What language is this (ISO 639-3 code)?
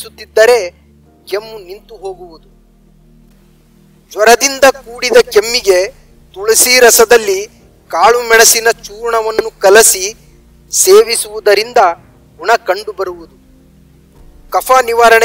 kan